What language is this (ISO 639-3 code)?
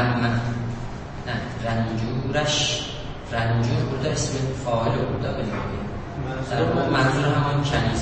azb